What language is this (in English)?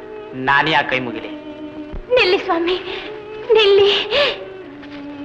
Kannada